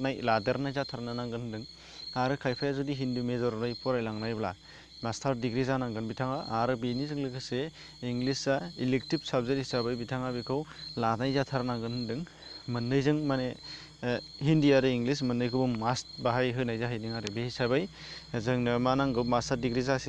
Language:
Bodo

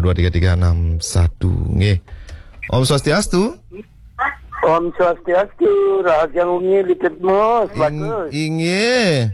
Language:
Balinese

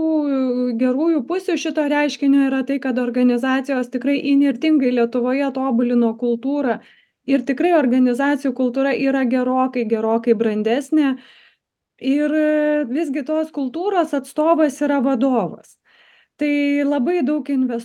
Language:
Lithuanian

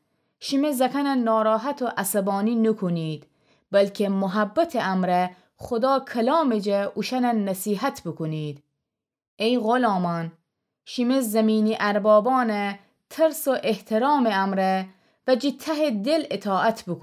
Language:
Gilaki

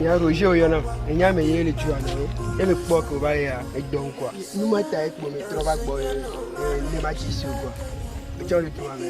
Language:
Ewe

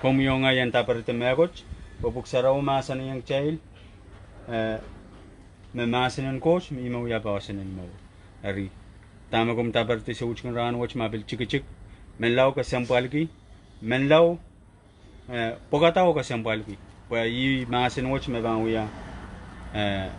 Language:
Pohnpeian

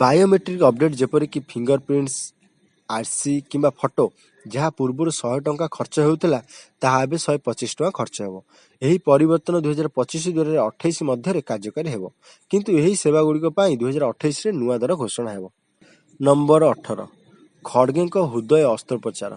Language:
Odia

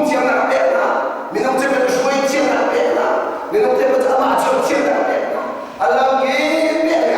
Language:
Hakha Chin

